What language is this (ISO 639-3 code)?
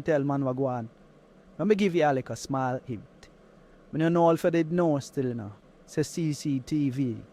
jam